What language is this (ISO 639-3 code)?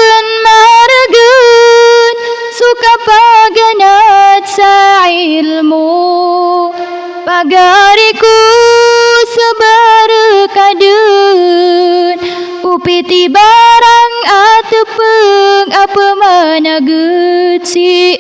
mrw